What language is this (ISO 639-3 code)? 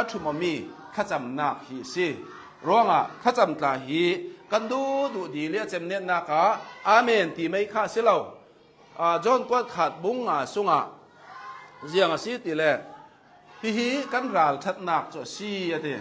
cnh